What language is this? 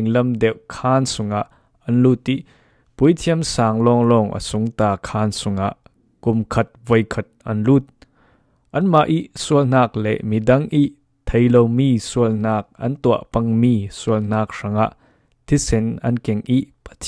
Falam Chin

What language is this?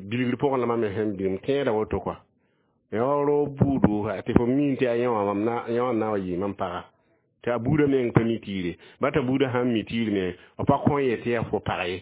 Mossi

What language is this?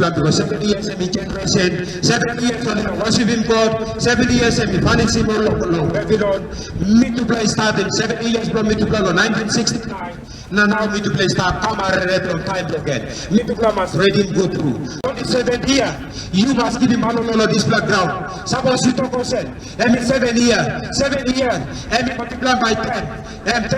Tok Pisin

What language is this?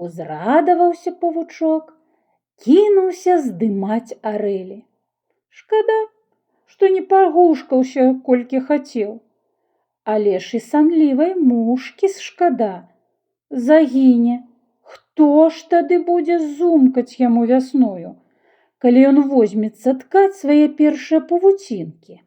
Belarusian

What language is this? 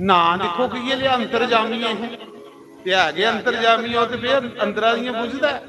Dogri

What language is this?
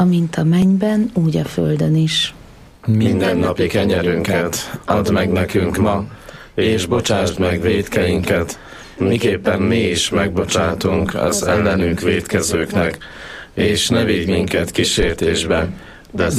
Hungarian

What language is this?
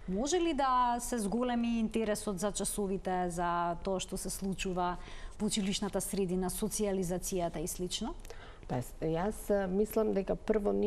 Macedonian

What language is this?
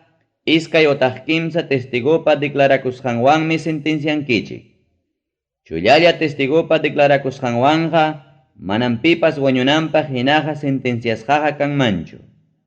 Ayacucho Quechua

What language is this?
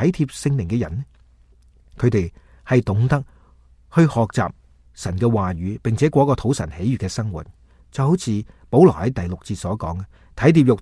Cantonese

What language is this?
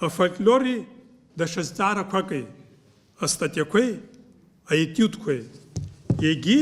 Abkhazian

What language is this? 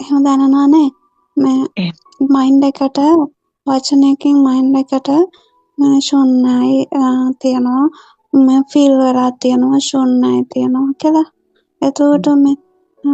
Sinhala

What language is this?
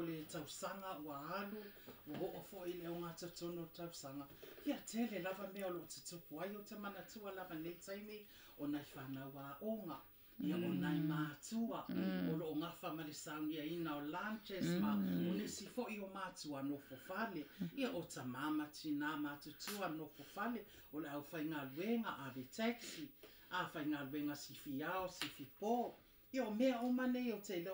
Samoan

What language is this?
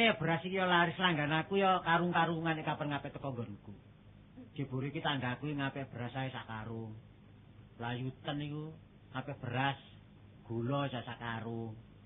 Javanese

